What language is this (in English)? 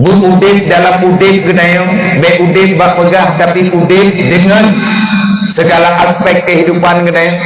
Achinese